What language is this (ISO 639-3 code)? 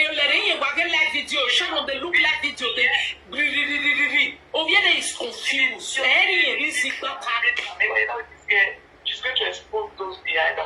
pcm